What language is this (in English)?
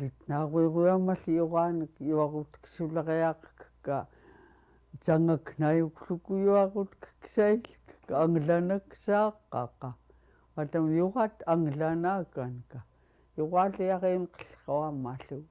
Central Yupik